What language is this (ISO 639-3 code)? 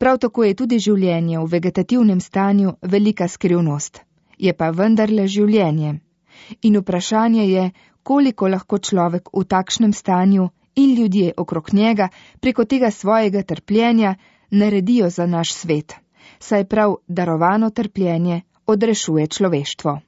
slv